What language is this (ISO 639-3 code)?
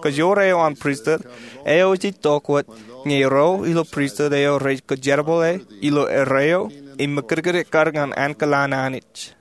mah